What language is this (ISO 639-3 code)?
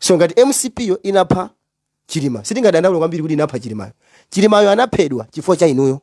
nya